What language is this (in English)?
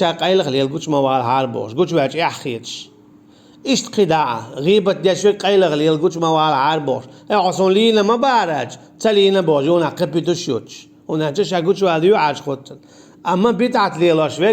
Chechen